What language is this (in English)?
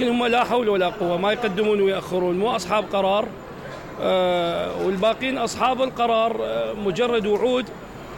Mesopotamian Arabic